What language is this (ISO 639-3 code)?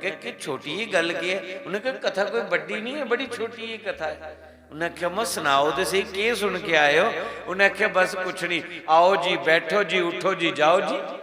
doi